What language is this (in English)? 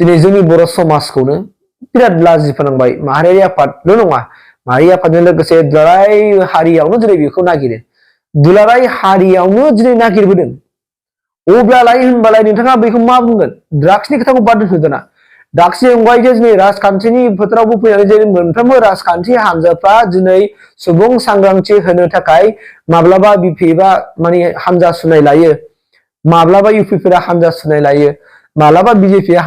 Bodo